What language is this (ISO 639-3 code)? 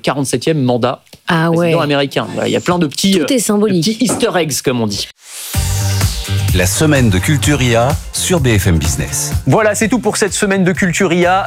fra